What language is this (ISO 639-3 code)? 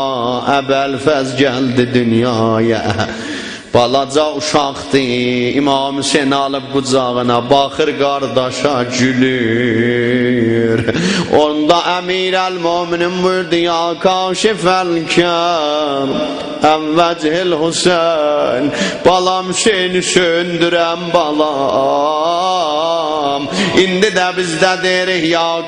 azb